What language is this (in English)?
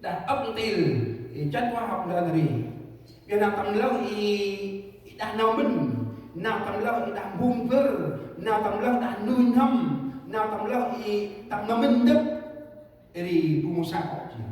Central Mnong